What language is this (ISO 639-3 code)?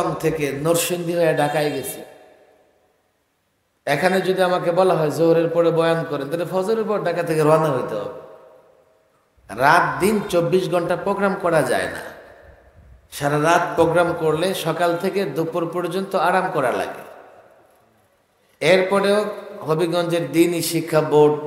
ben